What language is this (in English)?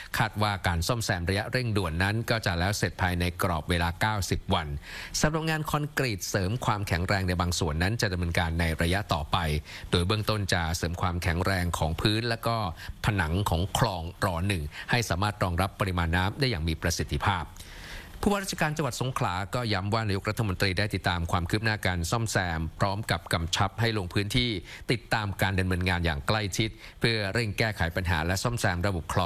Thai